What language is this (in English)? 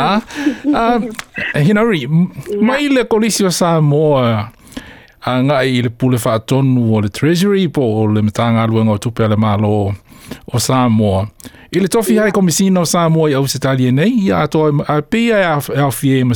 Samoan